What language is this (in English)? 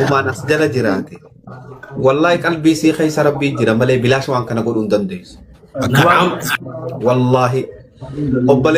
Oromo